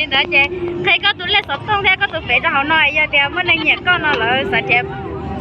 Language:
Hmong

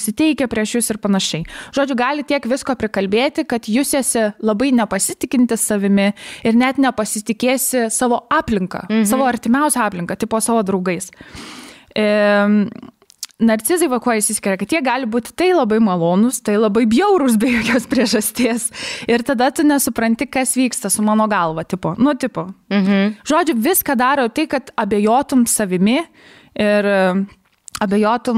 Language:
Lithuanian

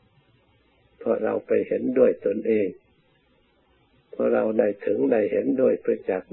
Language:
Thai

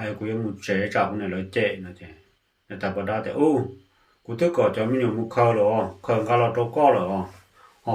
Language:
Hmong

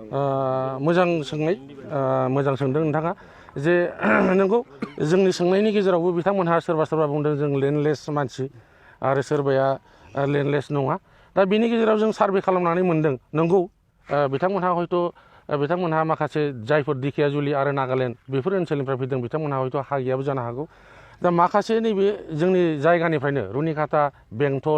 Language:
Bodo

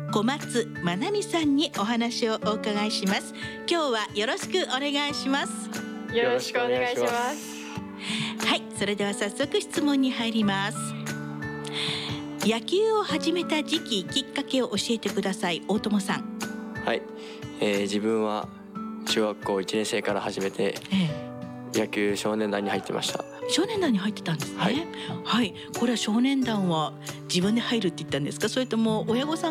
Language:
Japanese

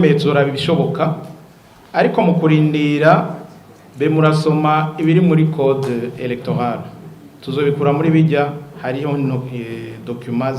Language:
Rundi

